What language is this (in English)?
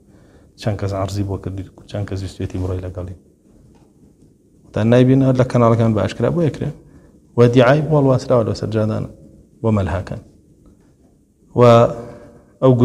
Central Kurdish